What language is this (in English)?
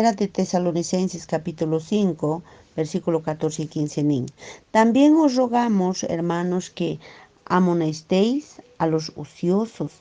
Quechua